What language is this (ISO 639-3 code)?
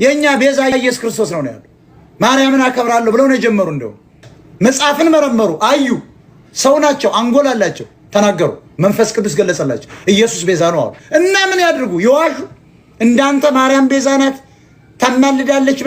amh